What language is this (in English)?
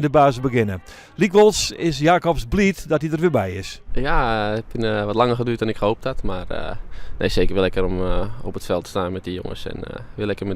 Western Frisian